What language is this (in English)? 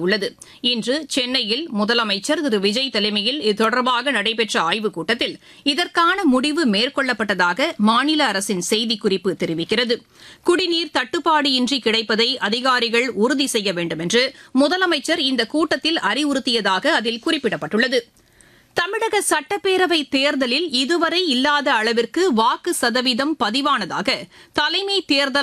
Tamil